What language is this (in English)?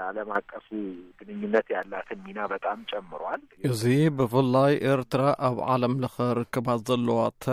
Tigrinya